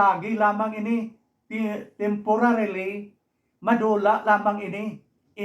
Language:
Hiligaynon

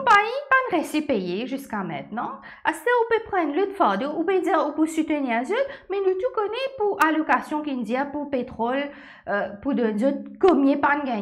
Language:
Morisyen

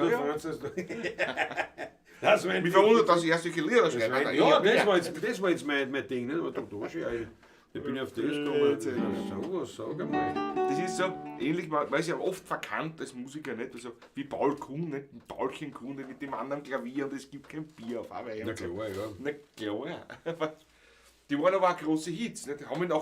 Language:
Bavarian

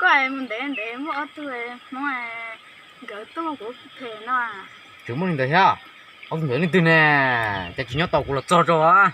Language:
Hmong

